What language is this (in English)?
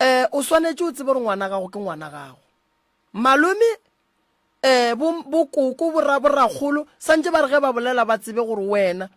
Northern Sotho